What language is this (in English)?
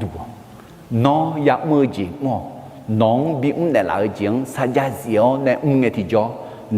Akha